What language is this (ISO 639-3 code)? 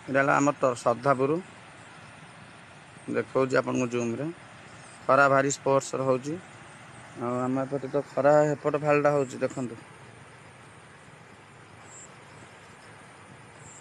ori